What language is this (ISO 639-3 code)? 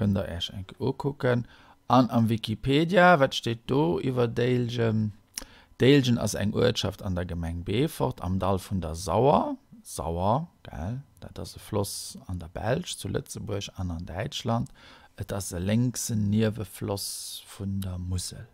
ltz